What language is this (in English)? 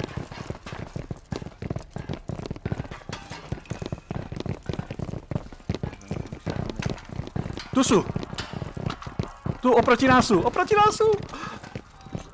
Slovak